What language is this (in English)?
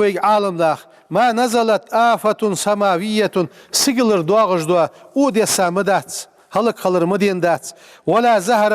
Ingush